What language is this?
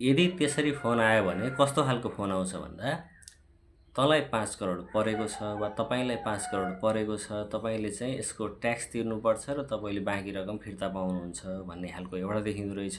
Nepali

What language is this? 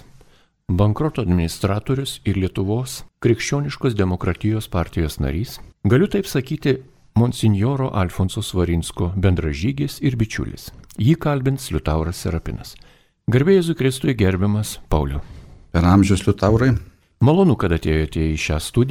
Lithuanian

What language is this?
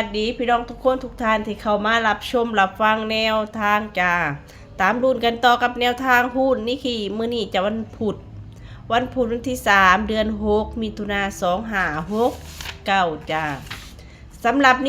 Lao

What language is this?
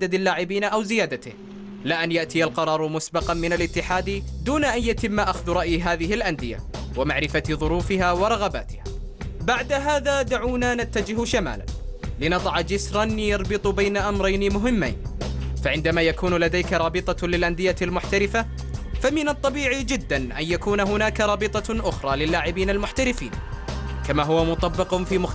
Arabic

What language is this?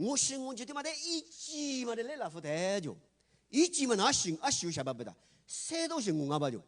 Lisu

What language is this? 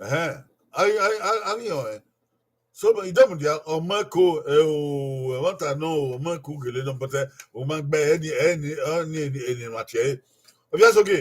Bini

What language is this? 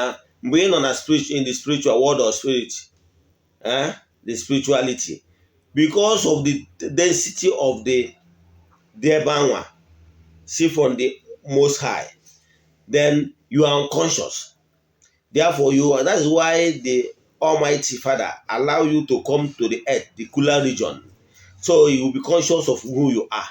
Igbo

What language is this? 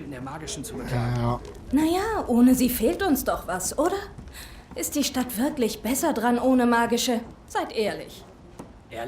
Swiss German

